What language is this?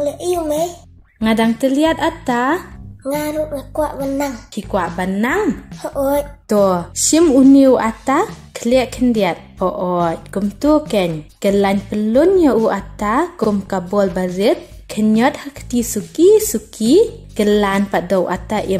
Khasi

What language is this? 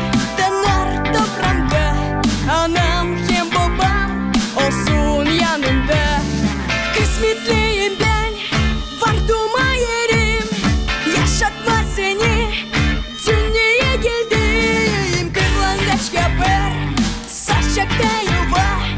Gagauz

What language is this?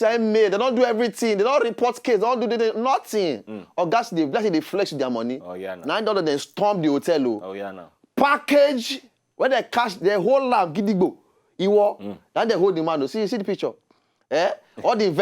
Nigerian Pidgin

